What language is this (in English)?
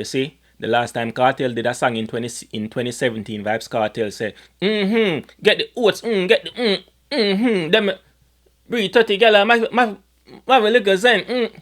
Jamaican Creole English